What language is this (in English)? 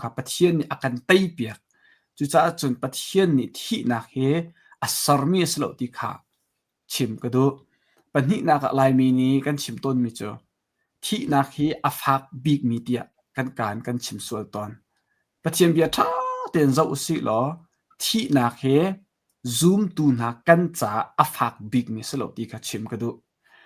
Hakha Chin